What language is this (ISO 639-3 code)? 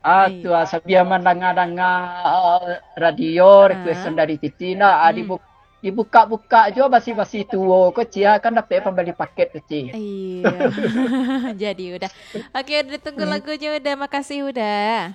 min